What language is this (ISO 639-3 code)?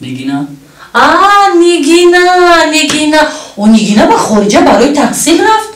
tgk